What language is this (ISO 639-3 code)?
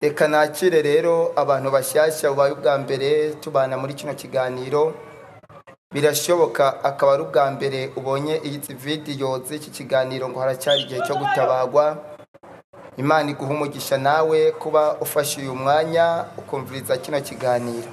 kin